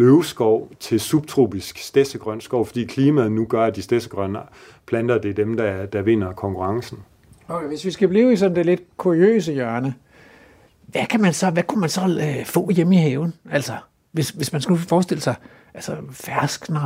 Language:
Danish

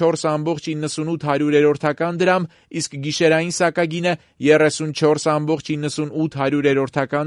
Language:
Armenian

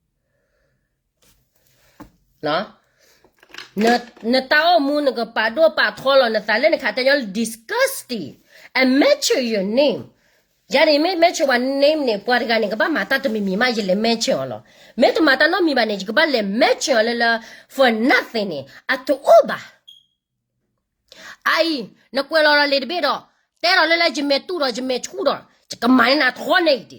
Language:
S'gaw Karen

